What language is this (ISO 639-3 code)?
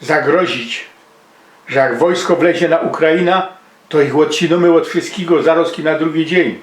szl